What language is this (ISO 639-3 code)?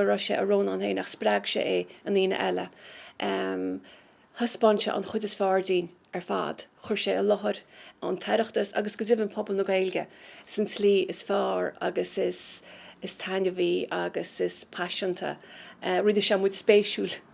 gle